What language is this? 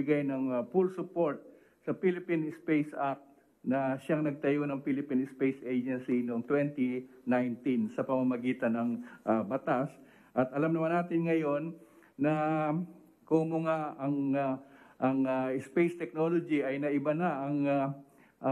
Filipino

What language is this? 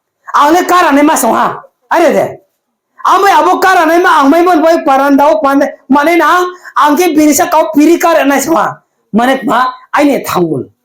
Riang (India)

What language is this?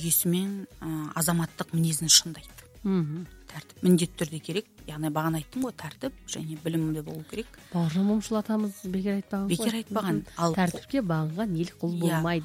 Kazakh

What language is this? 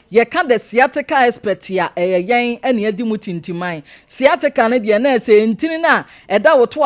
Akan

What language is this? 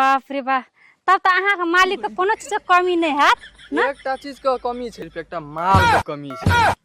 Maithili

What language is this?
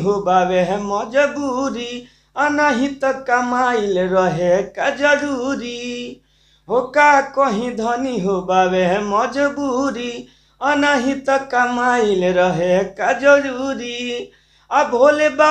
Bhojpuri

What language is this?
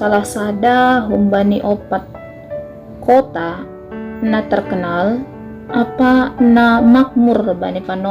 Batak Simalungun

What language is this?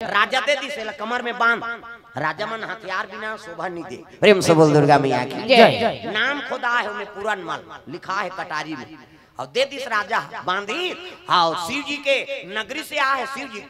Chhattisgarhi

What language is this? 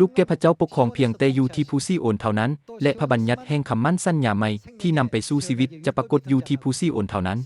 Lao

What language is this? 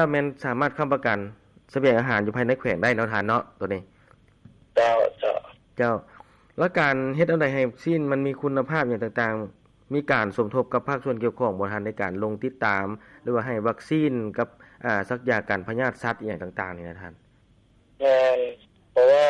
Lao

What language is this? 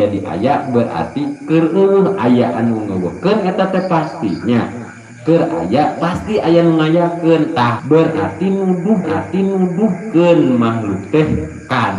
Sundanese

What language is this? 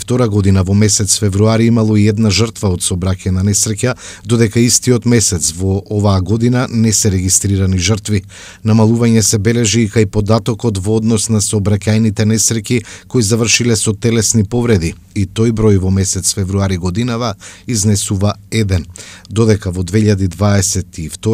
Macedonian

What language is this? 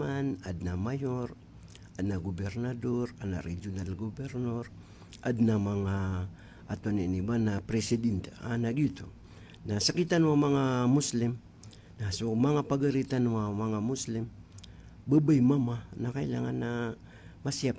Maranao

